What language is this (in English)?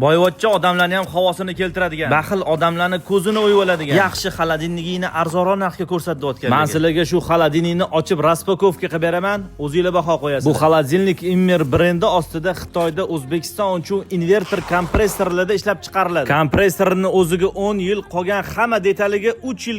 Uzbek